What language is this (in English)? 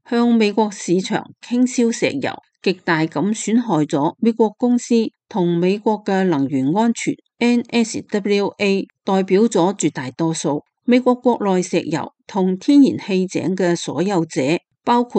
Cantonese